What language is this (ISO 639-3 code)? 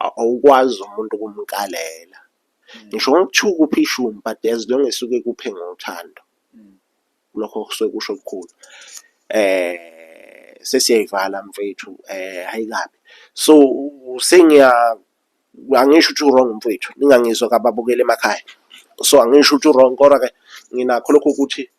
zul